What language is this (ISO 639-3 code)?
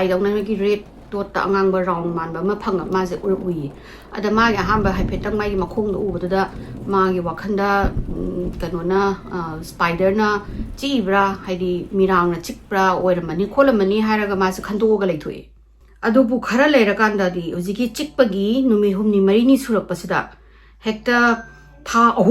mni